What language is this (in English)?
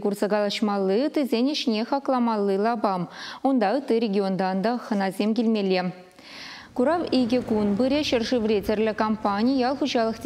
Chuvash